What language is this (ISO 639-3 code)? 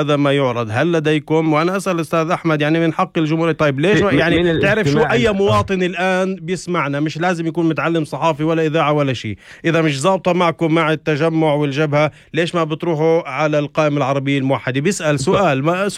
apc